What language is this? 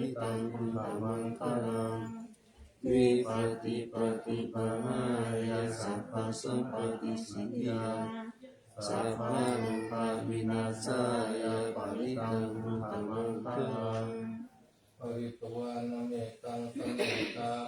Pali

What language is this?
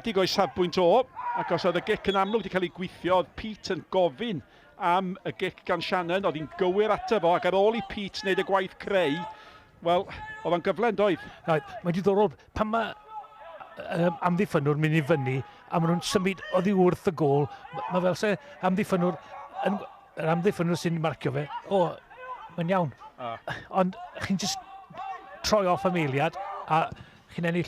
Welsh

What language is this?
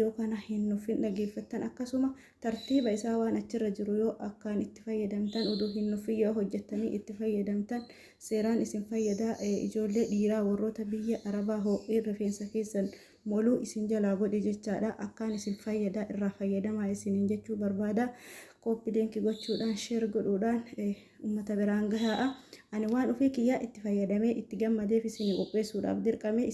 Oromo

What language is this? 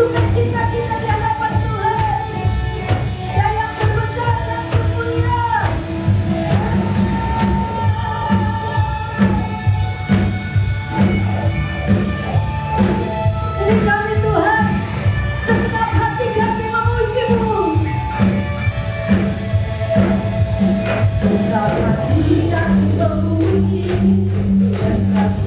Indonesian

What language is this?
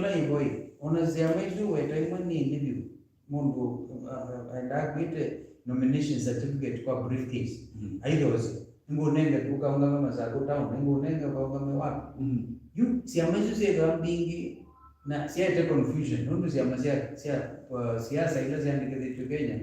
Kamba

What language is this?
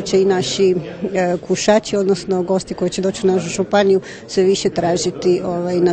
Croatian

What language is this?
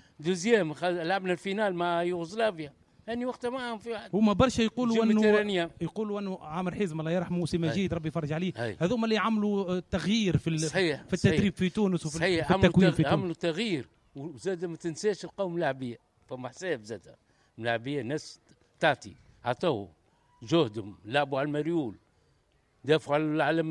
Tunisian Arabic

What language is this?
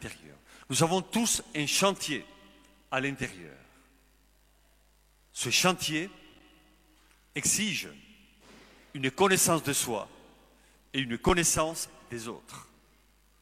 French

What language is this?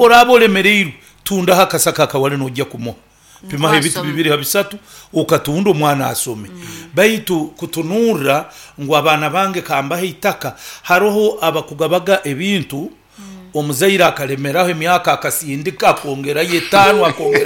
Nyankole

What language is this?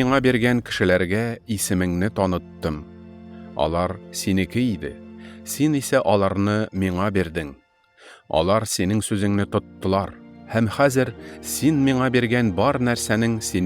Tatar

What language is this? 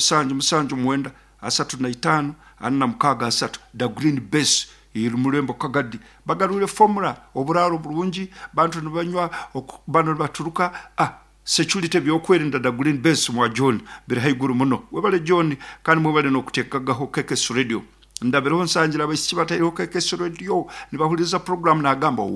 Nyankole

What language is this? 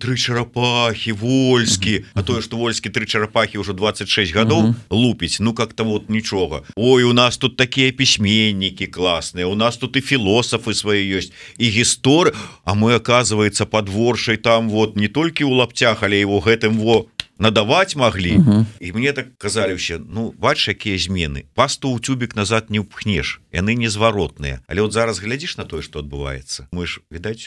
Belarusian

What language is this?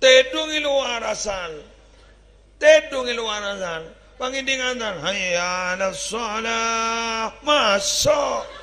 Madurese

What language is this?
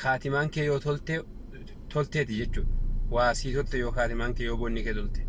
Oromo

